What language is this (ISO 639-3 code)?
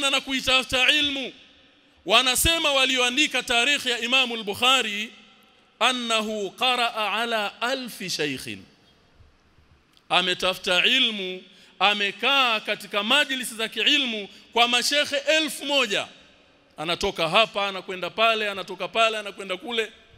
swa